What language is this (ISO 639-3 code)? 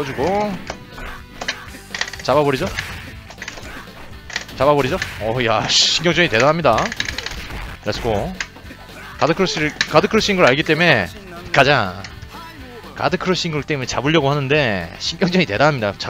kor